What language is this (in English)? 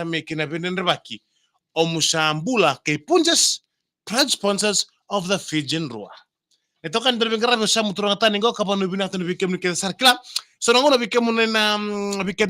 Fijian